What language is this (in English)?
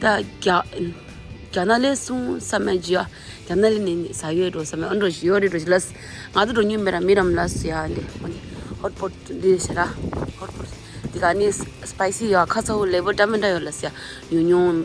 Tibetan